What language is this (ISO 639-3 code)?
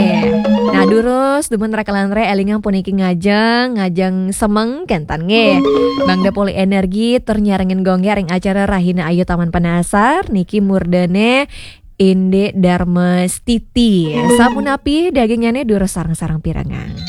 ban